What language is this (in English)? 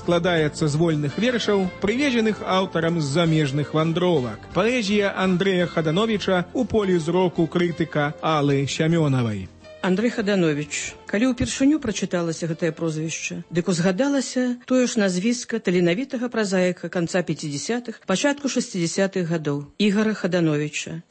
Belarusian